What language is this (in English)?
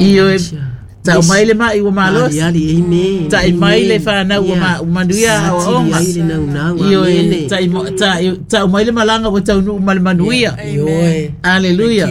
Samoan